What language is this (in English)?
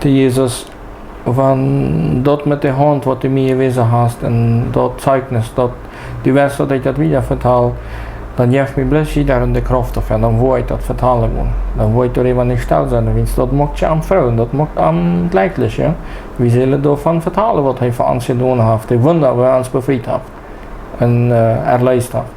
Plautdietsch